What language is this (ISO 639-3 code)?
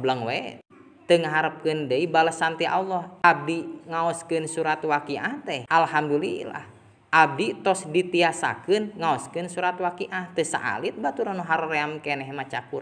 sun